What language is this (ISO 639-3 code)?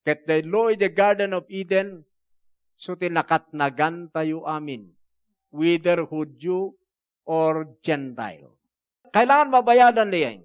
ilo